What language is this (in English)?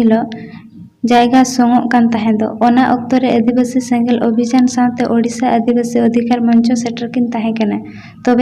Santali